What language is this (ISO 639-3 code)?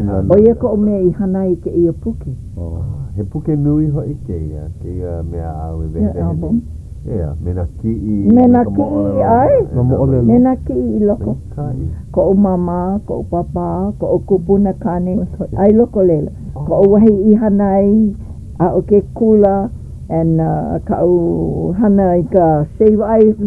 haw